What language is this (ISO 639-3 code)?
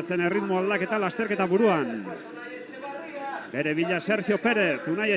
eus